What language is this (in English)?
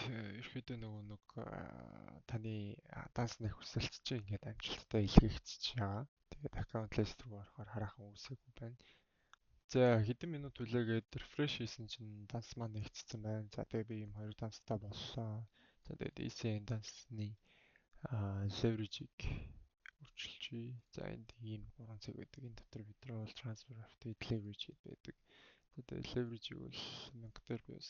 Mongolian